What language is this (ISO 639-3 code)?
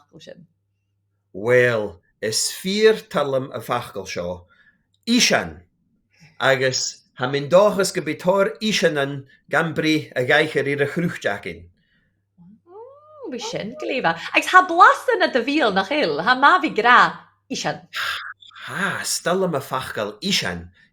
gla